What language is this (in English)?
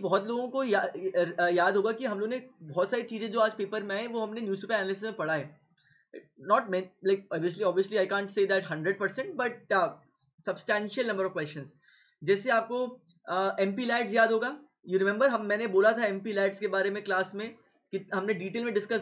Hindi